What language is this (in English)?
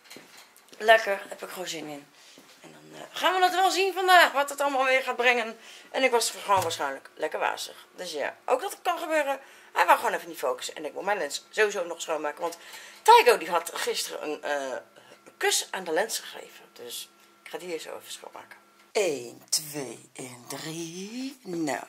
Dutch